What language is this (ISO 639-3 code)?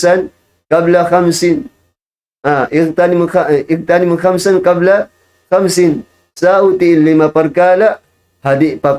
tsg